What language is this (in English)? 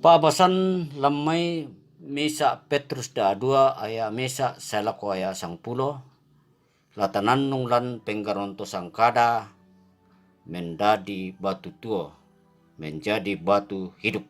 Toraja-Sa'dan